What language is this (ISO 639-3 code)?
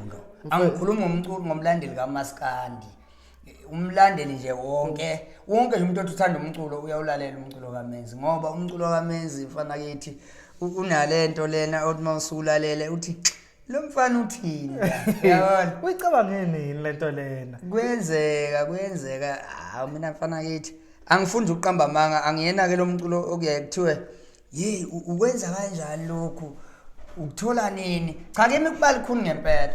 zul